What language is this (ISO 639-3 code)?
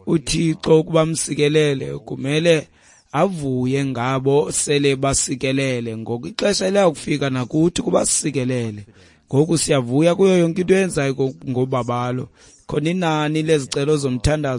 xho